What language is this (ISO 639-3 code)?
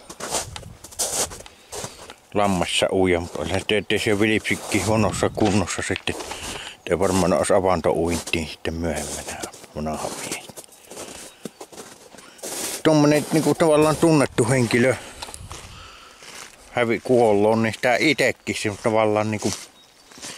fin